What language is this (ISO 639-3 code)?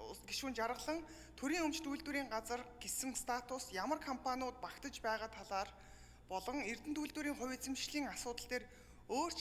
mon